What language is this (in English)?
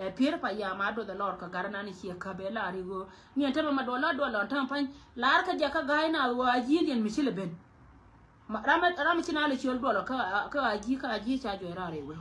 Nuer